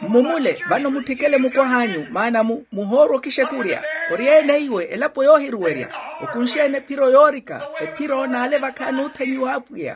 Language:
Makhuwa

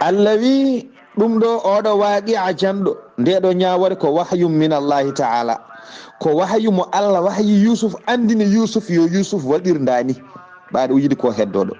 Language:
Fula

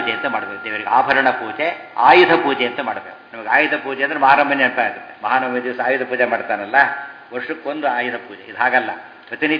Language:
Kannada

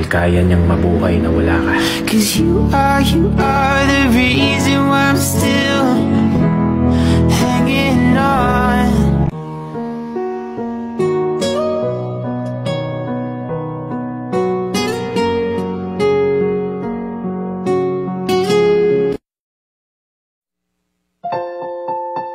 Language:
Filipino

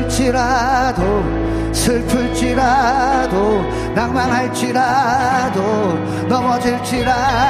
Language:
Korean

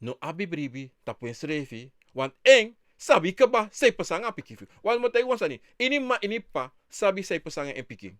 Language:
Sranan Tongo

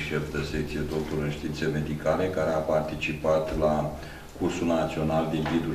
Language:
Romanian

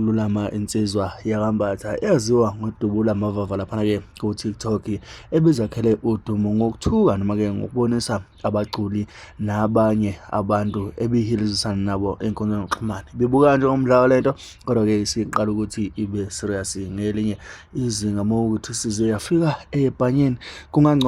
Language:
Zulu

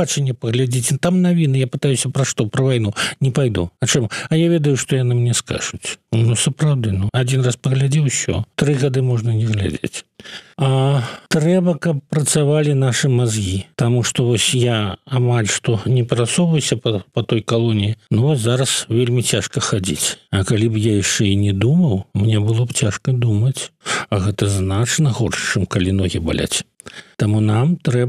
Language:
Belarusian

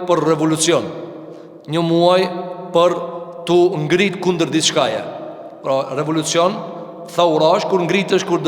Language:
Albanian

